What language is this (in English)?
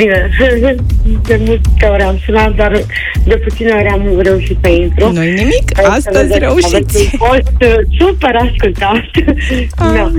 Romanian